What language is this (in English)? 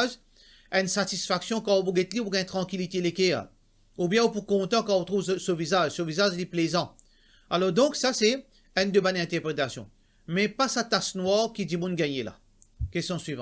Morisyen